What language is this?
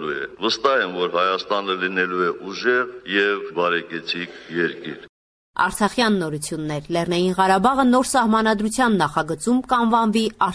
Armenian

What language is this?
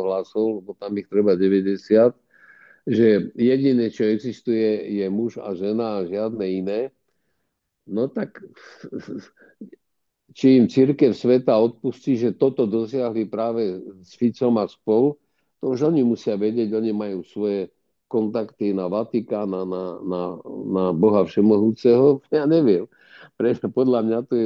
Slovak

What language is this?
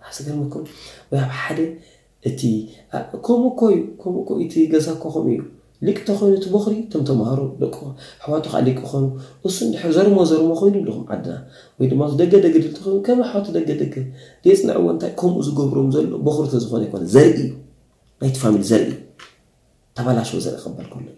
Tigrinya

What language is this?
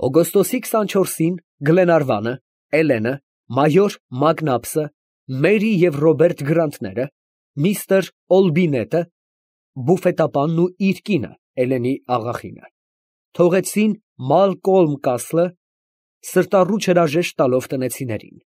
Armenian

